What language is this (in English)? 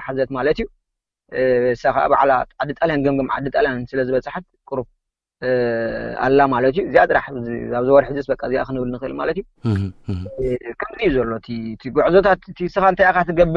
Tigrinya